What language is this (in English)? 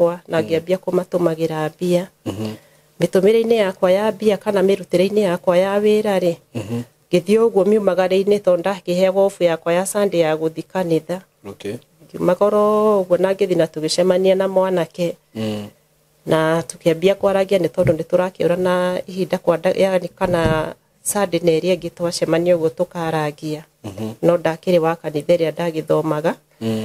Kikuyu